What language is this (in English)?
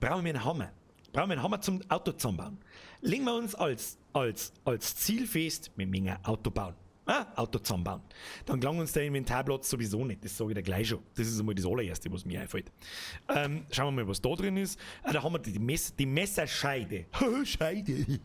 Bavarian